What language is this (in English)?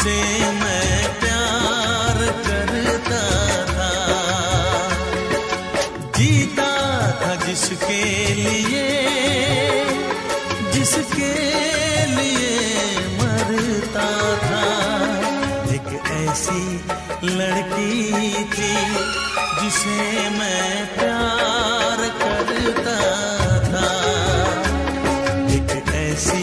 Hindi